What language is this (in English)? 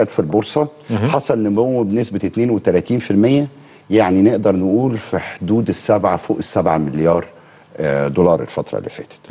Egyptian Arabic